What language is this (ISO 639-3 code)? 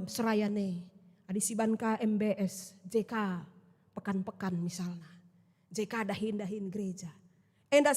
btx